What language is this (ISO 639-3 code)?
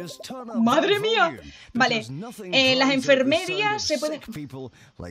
spa